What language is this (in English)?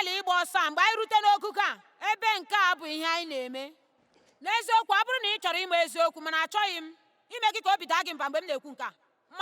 Igbo